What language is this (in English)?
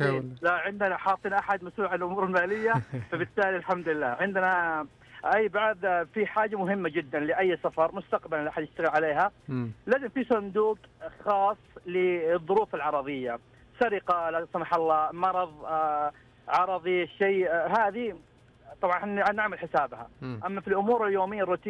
Najdi Arabic